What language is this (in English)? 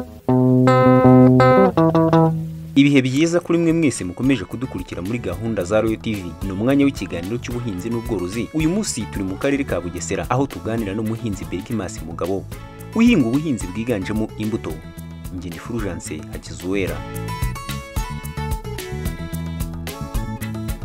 Kinyarwanda